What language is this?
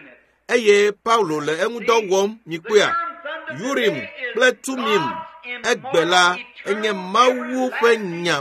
Ewe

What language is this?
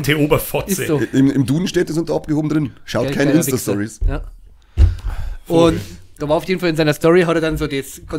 Bavarian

